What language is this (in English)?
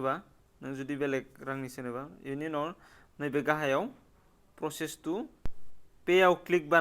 Bodo